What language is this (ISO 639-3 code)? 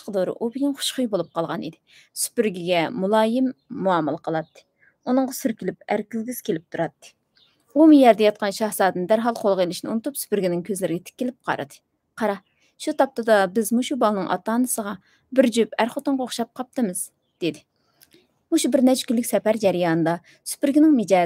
uig